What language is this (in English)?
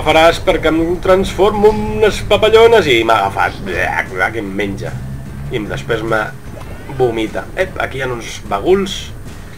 Catalan